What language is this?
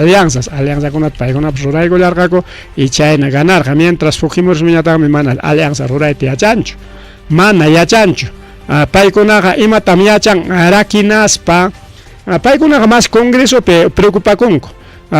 Ayacucho Quechua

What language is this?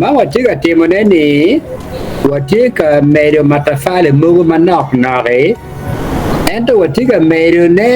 Acoli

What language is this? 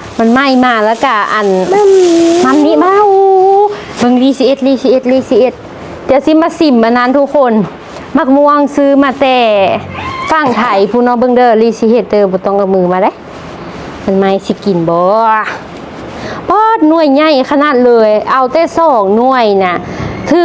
Lao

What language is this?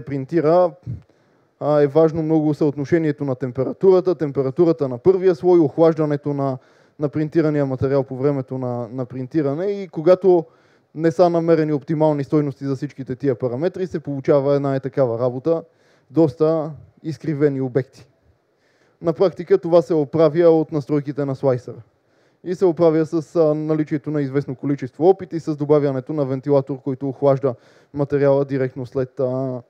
Bulgarian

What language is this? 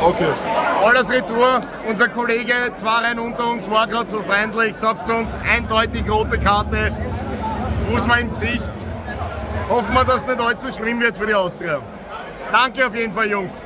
Bavarian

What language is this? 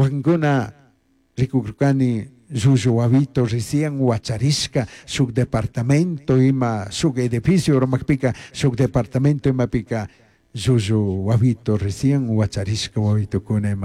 Chimborazo Highland Quichua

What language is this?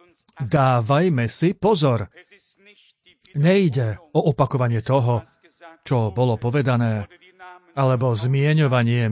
Slovak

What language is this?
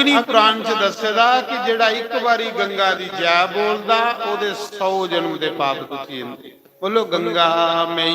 Dogri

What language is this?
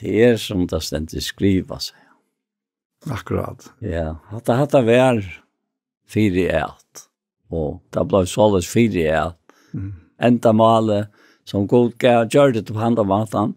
Faroese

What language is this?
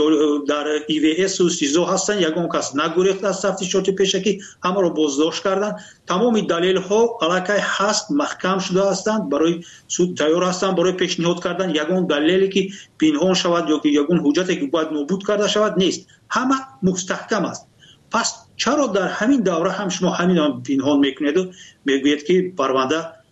Tajik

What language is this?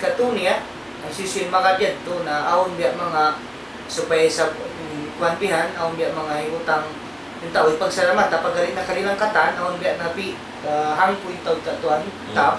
Tausug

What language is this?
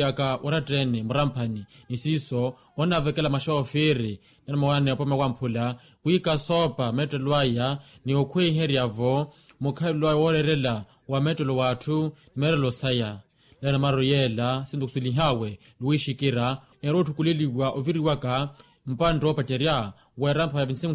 Makhuwa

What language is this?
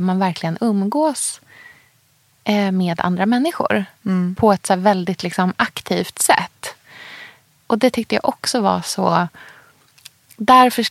Swedish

